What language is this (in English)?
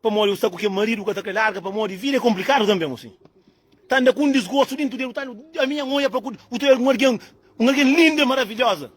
Kabuverdianu